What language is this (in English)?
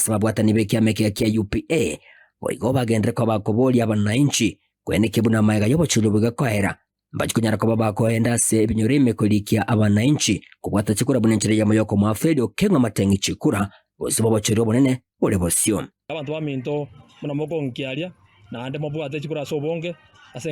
Gusii